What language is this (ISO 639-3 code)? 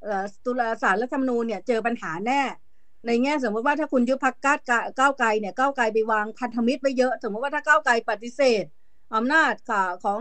tha